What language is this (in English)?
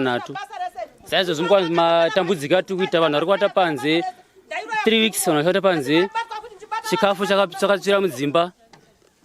Shona